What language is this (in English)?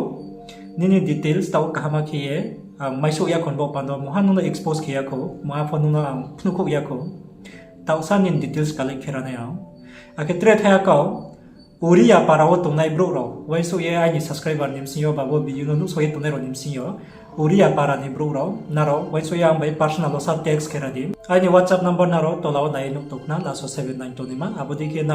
Riang (India)